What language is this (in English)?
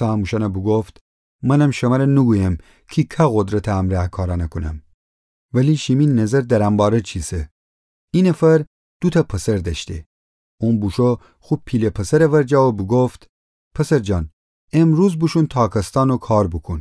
Gilaki